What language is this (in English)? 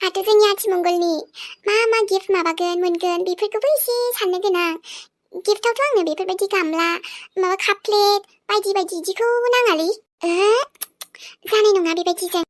Bodo